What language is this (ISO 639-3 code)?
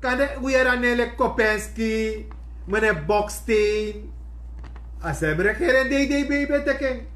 srn